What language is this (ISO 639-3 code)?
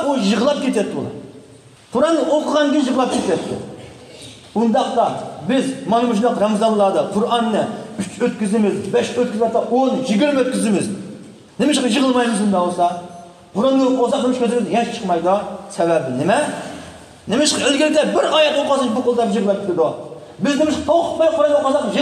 uig